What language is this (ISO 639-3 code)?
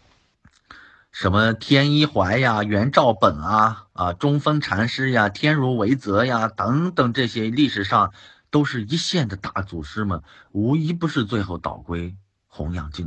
zho